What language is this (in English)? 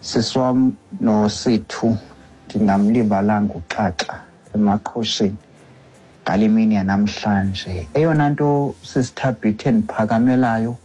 Xhosa